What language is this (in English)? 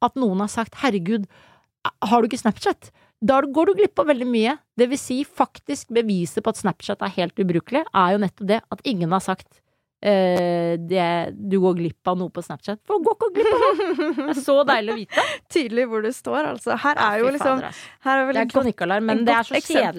Norwegian